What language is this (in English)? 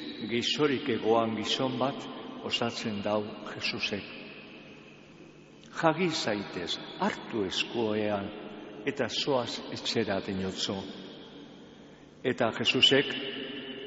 Basque